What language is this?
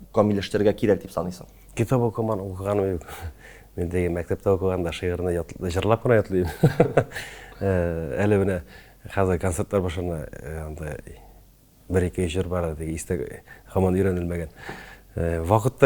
Tatar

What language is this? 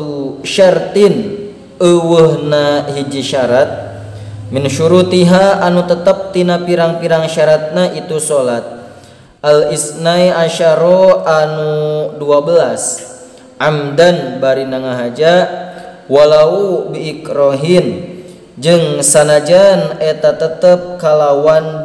Sundanese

